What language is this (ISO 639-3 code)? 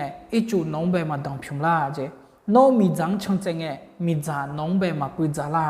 ahk